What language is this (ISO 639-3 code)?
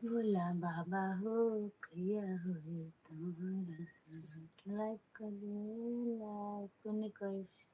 mai